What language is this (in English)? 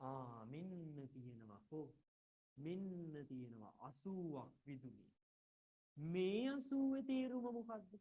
Sinhala